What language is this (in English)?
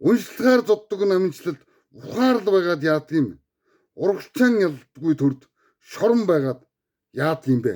Mongolian